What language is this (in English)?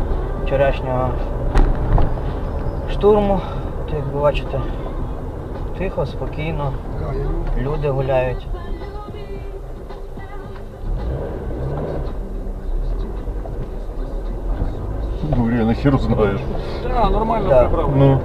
Ukrainian